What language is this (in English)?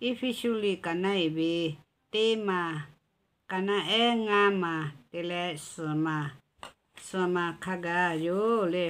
Lahu